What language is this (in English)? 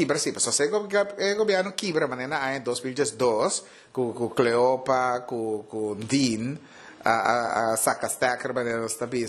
Papiamento